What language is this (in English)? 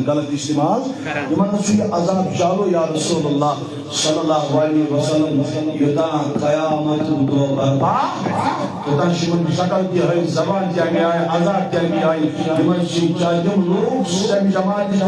Kashmiri